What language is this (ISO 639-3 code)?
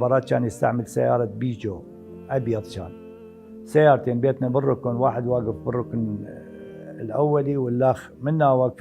acm